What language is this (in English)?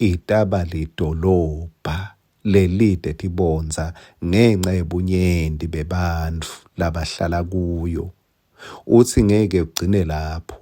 Swati